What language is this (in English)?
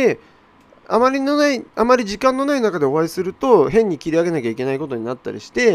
Japanese